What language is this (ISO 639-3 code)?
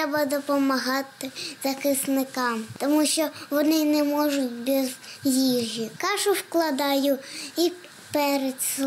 ukr